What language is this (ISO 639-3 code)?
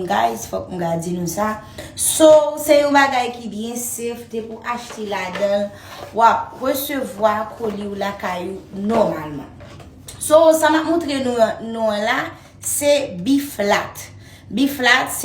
hat